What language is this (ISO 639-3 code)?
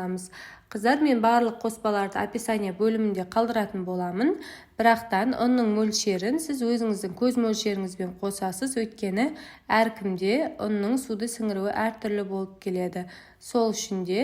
kaz